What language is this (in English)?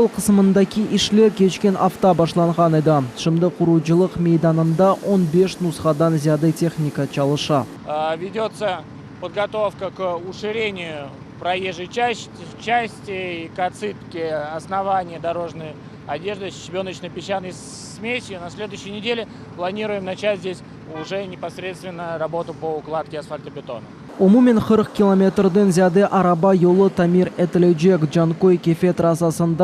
Crimean Tatar